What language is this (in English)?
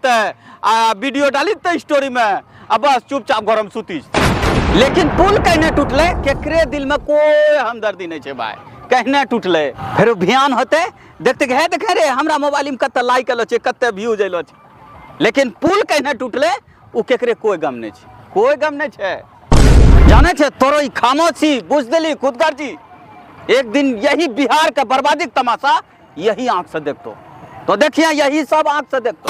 Angika